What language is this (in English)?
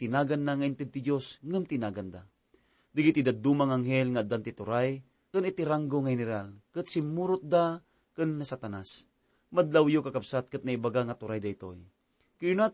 Iloko